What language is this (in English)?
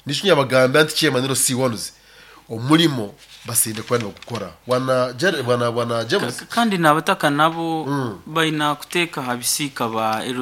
Nyoro